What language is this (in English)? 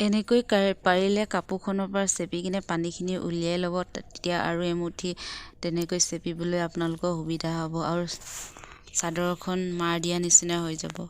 Assamese